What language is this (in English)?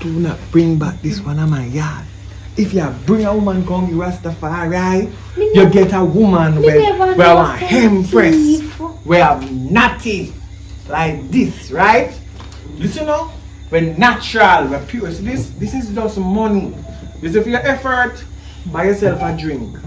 Jamaican Creole English